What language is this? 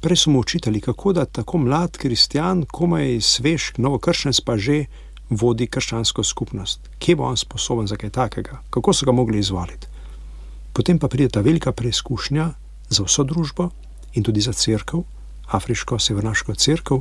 Slovenian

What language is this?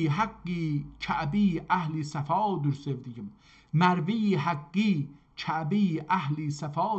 South Azerbaijani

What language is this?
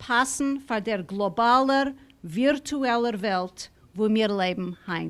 Yiddish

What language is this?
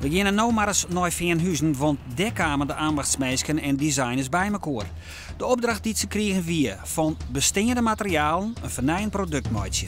Western Frisian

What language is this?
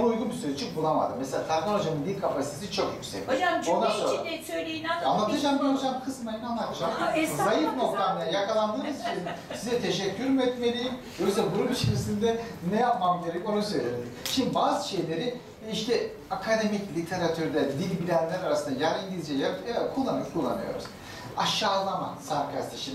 Turkish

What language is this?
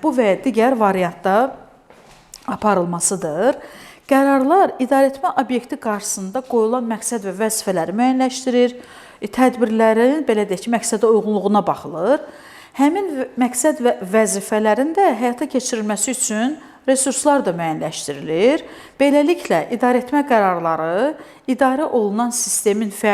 Azerbaijani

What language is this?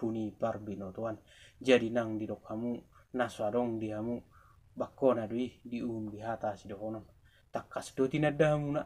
Batak Toba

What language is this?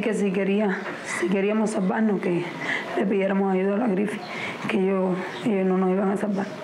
Spanish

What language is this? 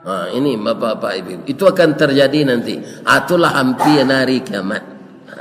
Minangkabau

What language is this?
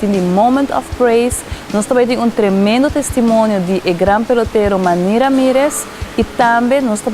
Papiamento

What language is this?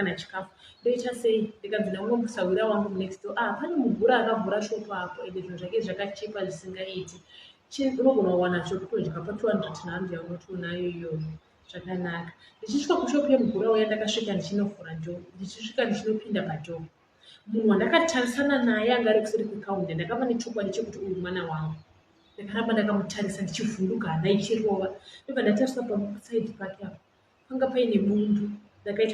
Shona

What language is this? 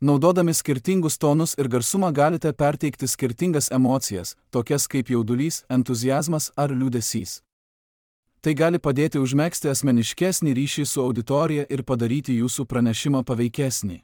Lithuanian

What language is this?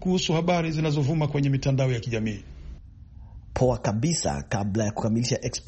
Swahili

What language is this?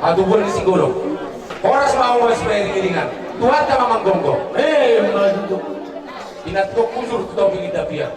Batak Toba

